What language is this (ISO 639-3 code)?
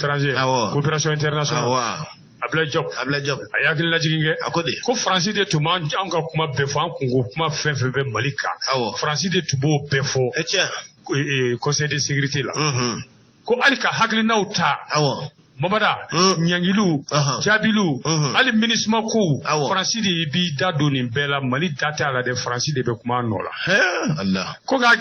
bam